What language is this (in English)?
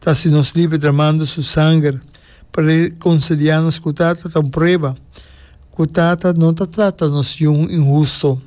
Papiamento